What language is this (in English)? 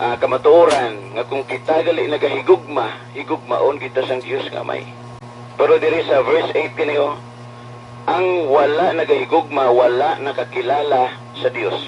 Hiligaynon